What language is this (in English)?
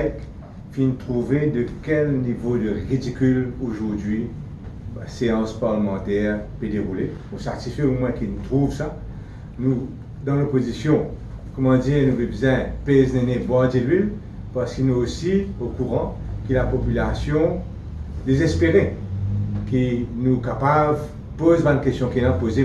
Morisyen